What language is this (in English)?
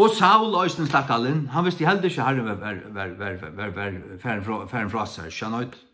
Faroese